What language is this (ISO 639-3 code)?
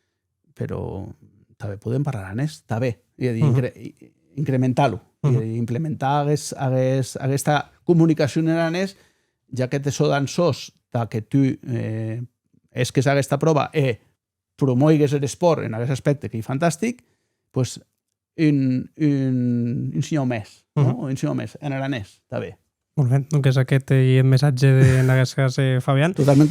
oci